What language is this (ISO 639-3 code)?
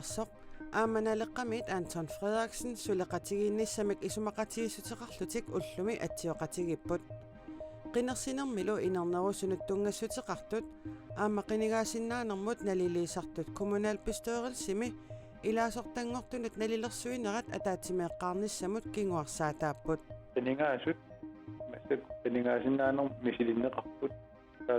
kal